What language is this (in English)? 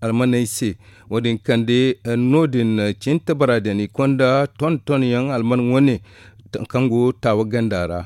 Zarma